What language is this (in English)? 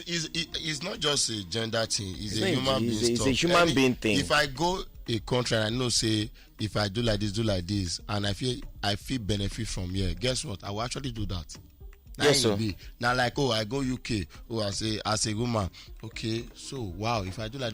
Nigerian Pidgin